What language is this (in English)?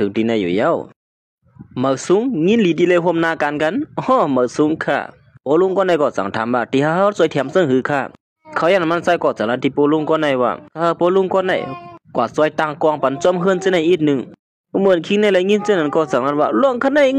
Shan